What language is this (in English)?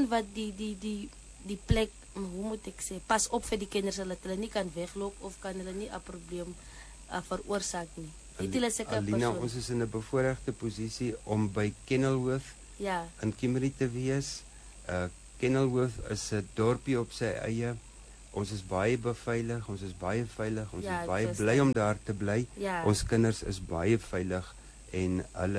Afrikaans